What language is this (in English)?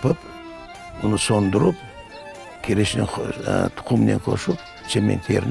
Crimean Tatar